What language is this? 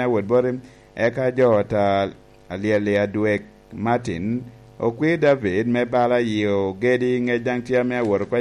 Lango (Uganda)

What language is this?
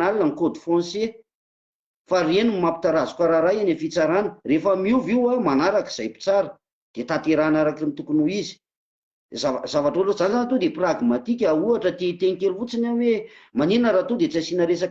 Malagasy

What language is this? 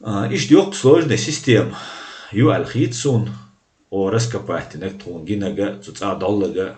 Chechen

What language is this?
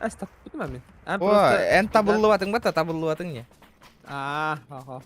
Yakut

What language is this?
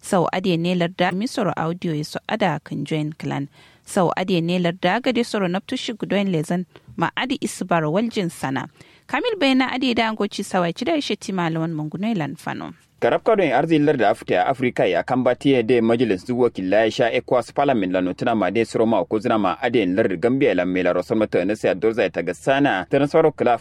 Kanuri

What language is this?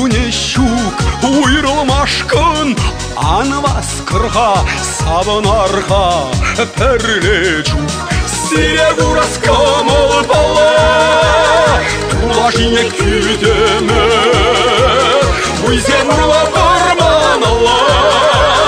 Chuvash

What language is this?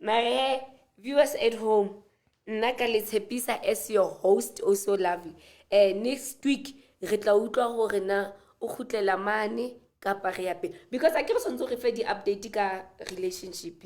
Southern Sotho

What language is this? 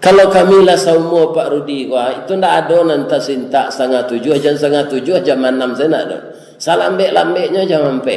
Minangkabau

